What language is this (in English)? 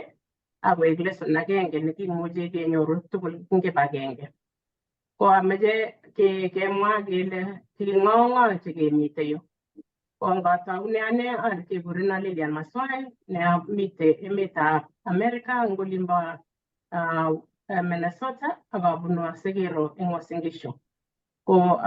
Kalenjin